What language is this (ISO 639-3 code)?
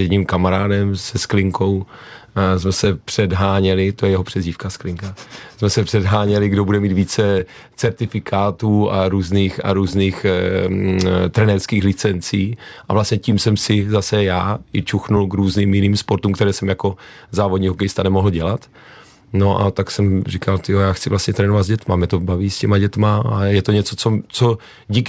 ces